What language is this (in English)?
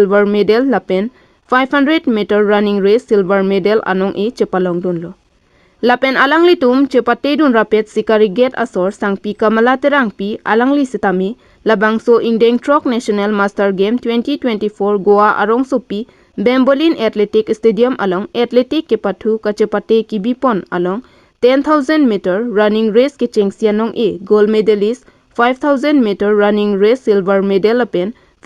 Karbi